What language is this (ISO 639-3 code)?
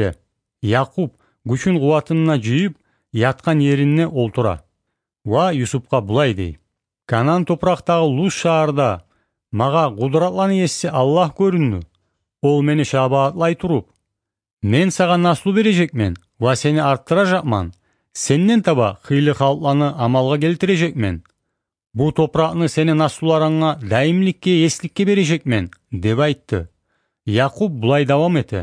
kum